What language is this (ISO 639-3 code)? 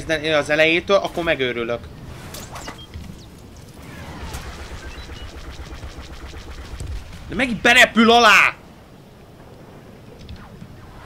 hun